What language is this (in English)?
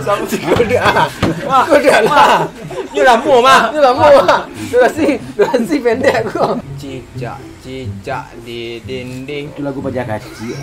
Minangkabau